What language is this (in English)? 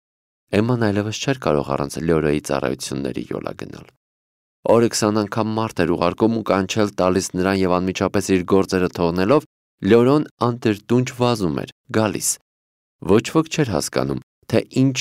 Armenian